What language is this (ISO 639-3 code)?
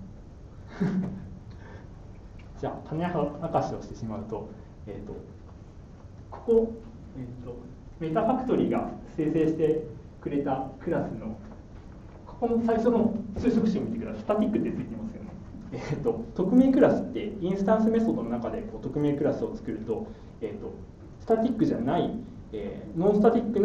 jpn